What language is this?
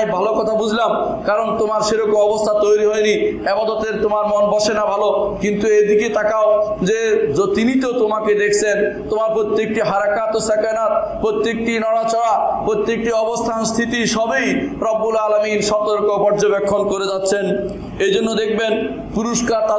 Bangla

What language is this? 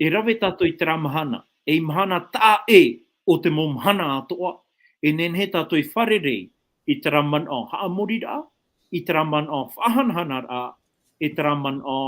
Tahitian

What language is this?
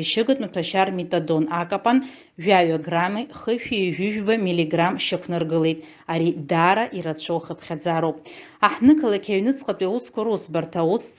Abkhazian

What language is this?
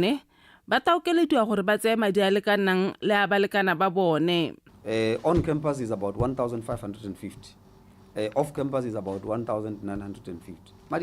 Tswana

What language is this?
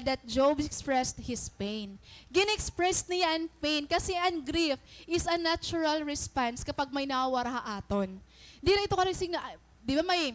Waray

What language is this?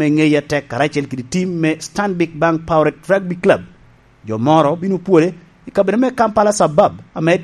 Lango (Uganda)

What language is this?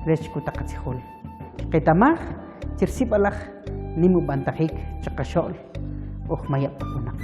Kʼicheʼ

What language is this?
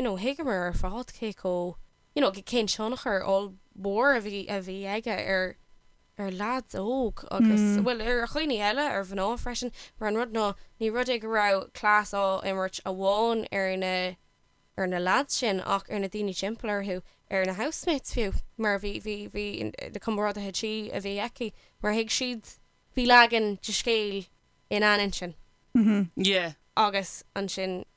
Irish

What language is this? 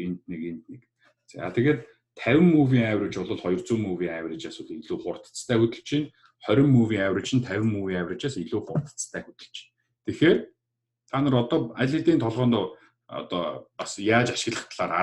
Mongolian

